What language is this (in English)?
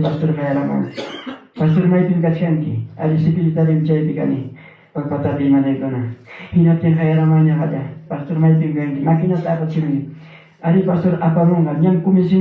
Ayacucho Quechua